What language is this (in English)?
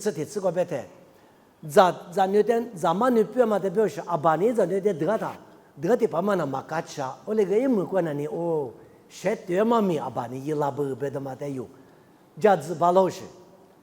Lisu